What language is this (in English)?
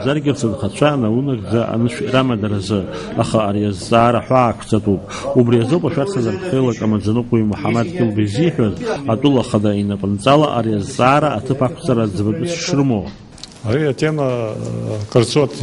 Abkhazian